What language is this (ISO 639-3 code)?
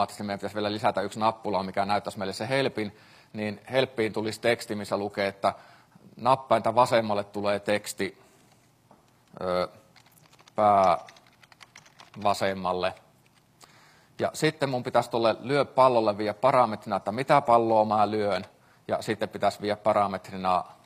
fin